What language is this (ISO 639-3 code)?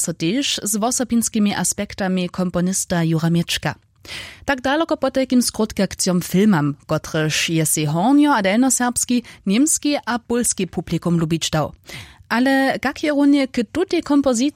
hsb